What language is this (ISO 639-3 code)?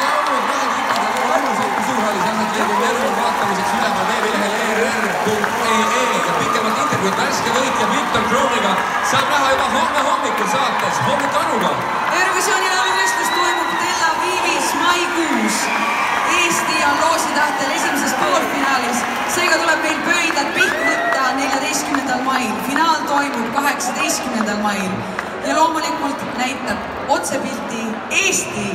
est